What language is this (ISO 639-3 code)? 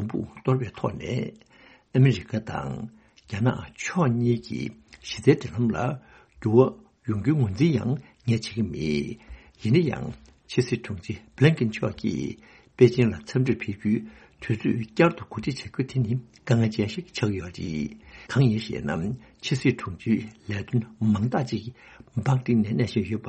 bod